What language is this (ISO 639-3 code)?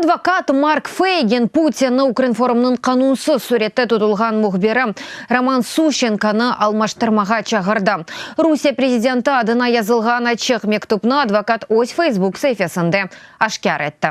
crh